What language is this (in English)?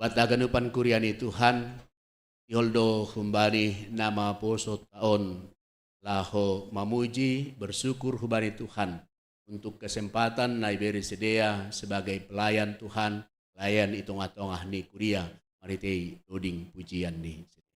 Batak Simalungun